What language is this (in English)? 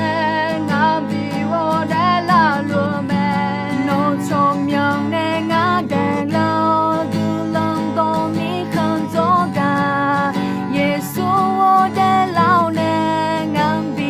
Akha